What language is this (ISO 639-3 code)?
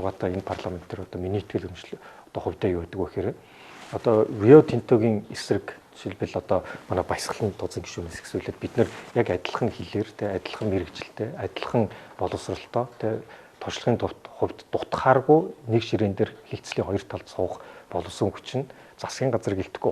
mon